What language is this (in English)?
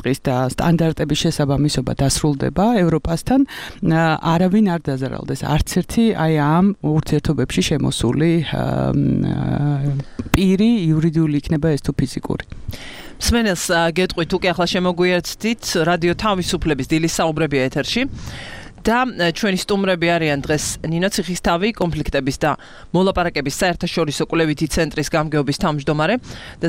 Georgian